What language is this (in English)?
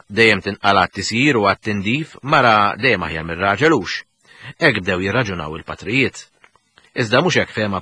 Maltese